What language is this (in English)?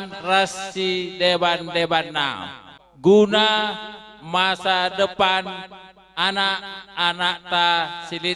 Batak Karo